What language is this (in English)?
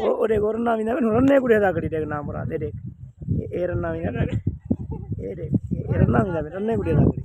Saraiki